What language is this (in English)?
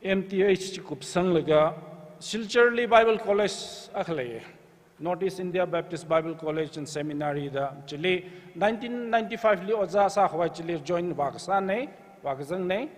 Tangkhul Naga (India)